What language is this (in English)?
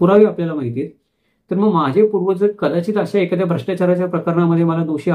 Marathi